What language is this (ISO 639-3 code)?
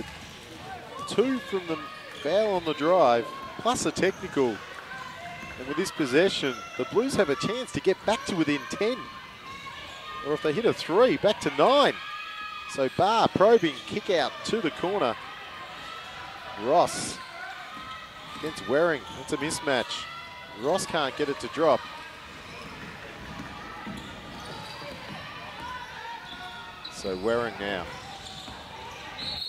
eng